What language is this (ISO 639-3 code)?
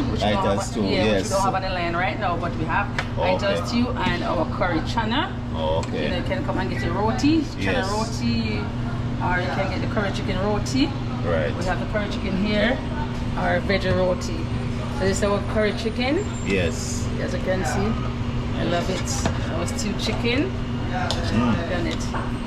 jam